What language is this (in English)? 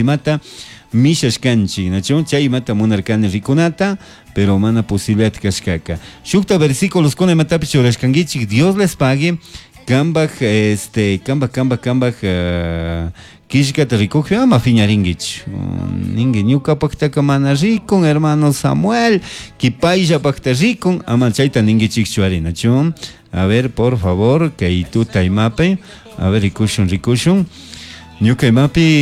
Chimborazo Highland Quichua